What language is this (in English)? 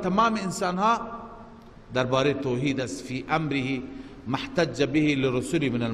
Persian